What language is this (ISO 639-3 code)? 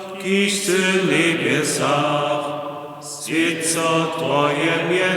hsb